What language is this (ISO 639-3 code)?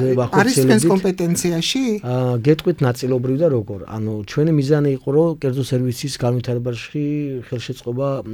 kat